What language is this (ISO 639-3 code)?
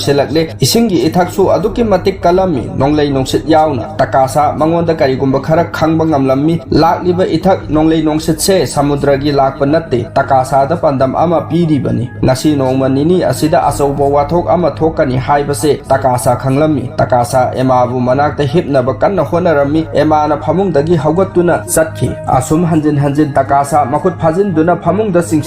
mni